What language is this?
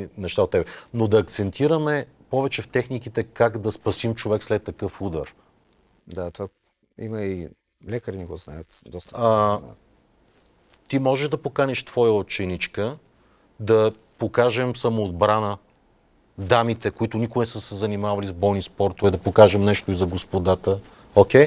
Bulgarian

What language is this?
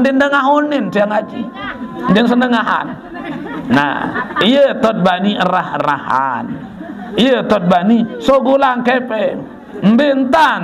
Sasak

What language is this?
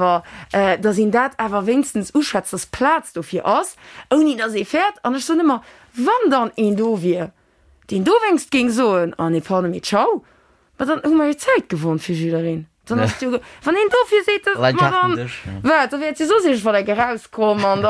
Luxembourgish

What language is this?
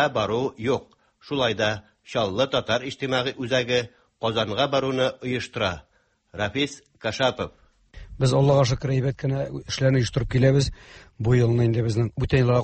Tatar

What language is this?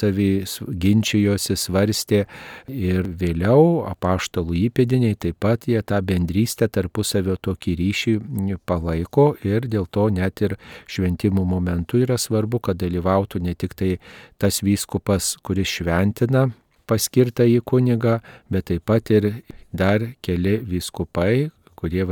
Lithuanian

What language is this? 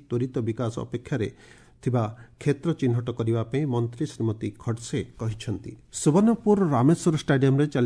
Odia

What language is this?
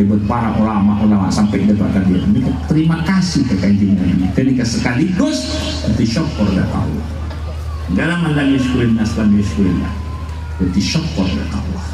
Madurese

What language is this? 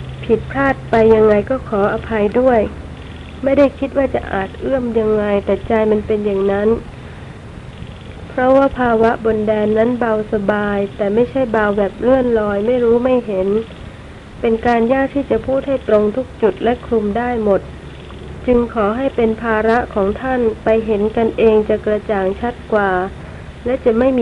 Thai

